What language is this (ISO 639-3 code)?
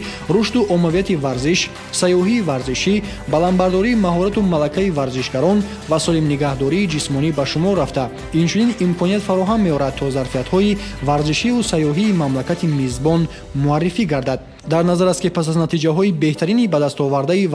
tgk